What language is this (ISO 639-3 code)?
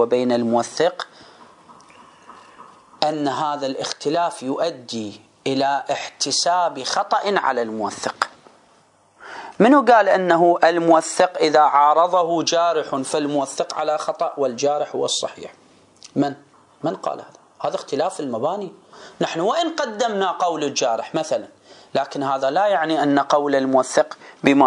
ara